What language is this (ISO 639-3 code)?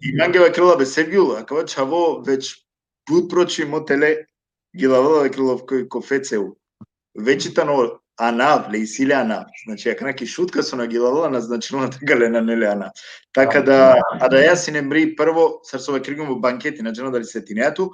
rmn